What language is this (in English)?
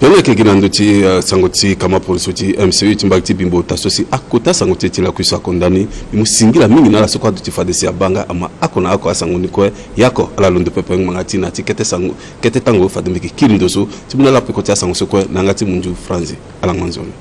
Sango